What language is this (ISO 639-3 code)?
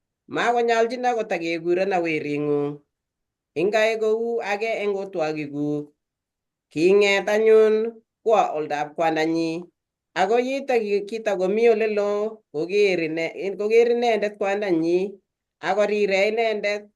kln